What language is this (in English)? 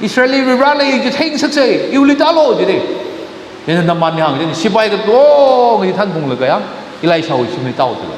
Tangkhul Naga (India)